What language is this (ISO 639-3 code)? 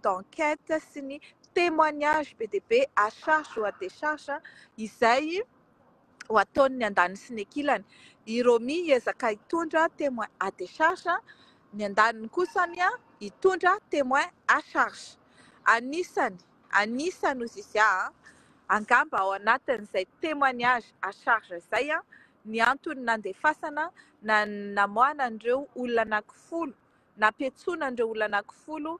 mlg